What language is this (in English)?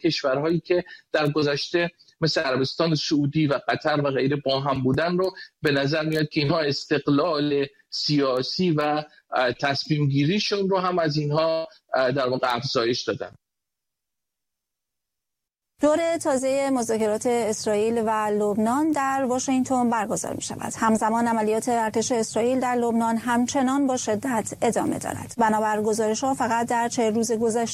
Persian